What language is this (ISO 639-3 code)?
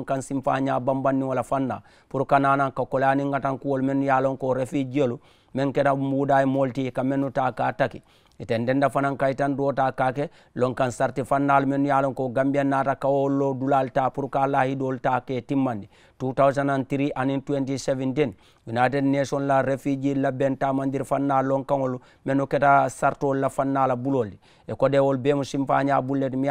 man